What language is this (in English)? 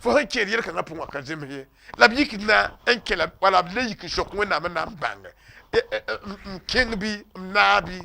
Mossi